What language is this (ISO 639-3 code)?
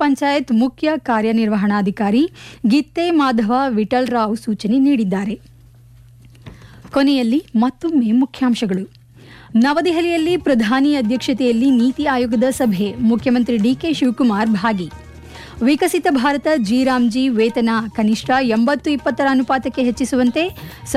kan